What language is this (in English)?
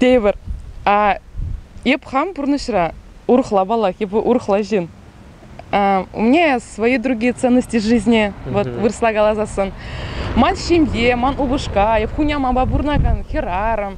Chuvash